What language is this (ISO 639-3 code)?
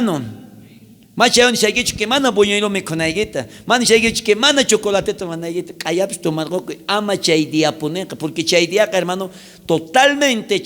quh